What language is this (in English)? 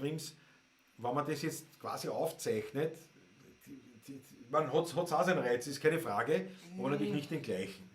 Bavarian